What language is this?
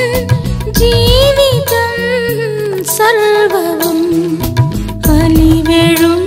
Malayalam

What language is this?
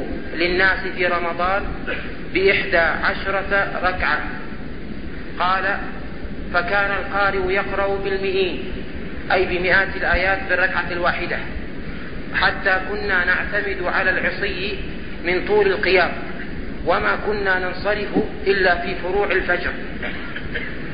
Arabic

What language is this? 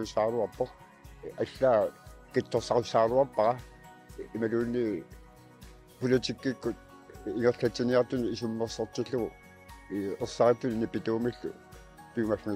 Kalaallisut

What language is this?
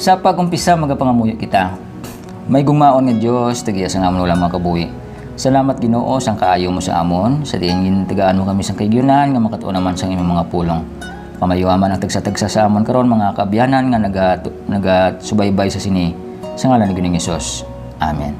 Hiligaynon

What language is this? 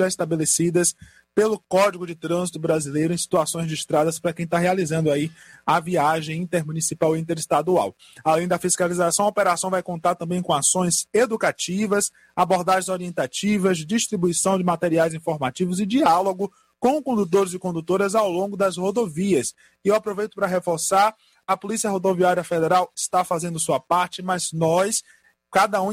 Portuguese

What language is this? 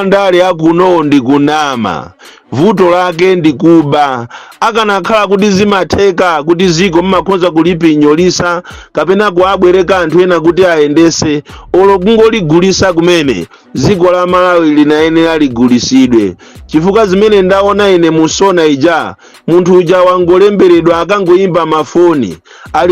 Nyanja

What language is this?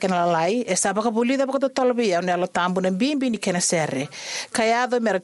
Fijian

